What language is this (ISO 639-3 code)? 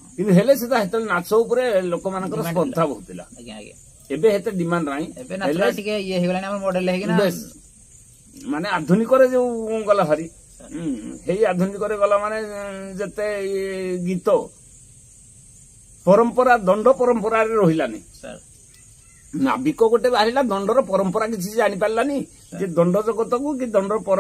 ori